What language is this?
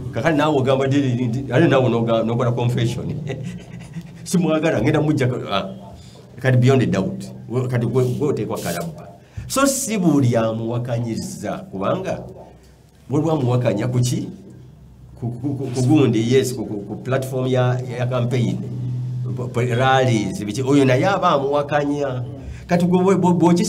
Ganda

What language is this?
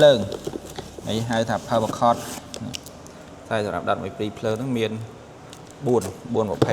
Khmer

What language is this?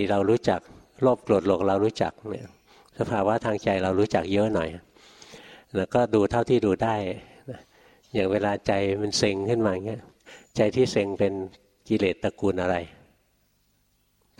Thai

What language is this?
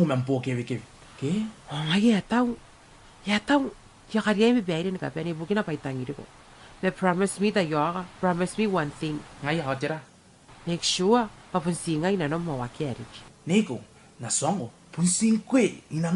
Gilbertese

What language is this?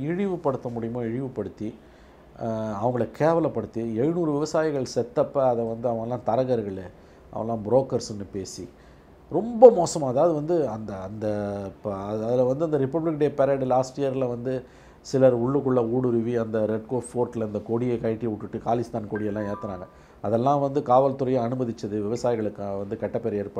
Tamil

